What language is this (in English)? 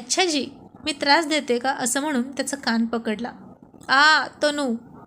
Marathi